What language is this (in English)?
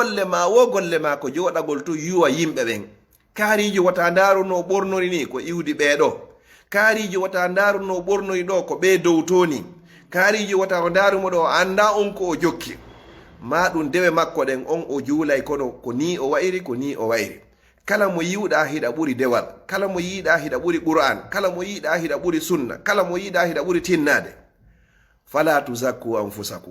Fula